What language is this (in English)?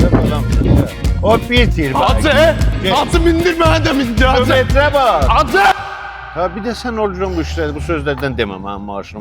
South Azerbaijani